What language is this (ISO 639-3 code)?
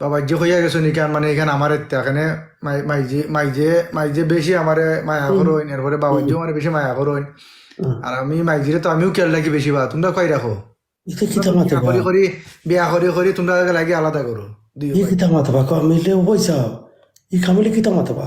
syl